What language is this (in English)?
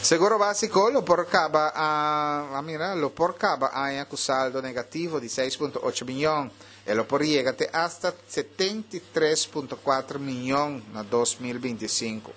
Papiamento